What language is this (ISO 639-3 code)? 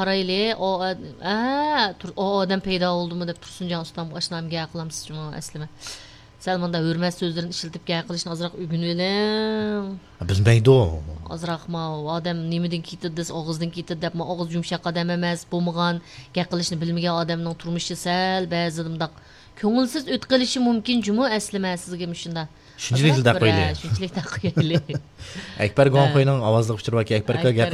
uig